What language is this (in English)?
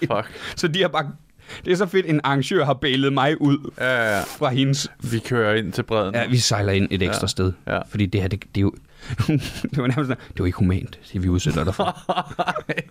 Danish